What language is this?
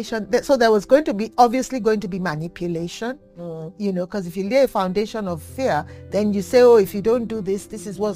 English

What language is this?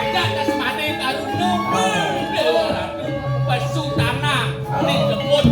Balinese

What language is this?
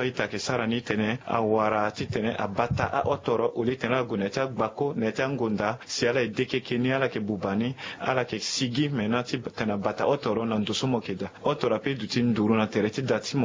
Sango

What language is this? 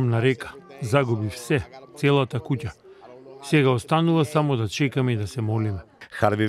Macedonian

